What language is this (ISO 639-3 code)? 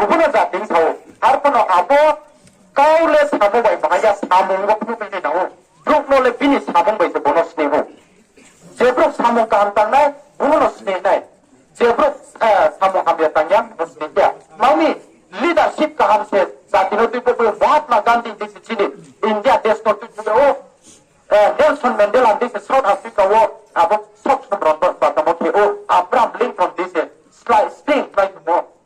ria